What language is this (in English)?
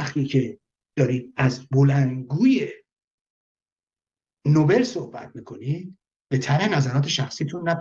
Persian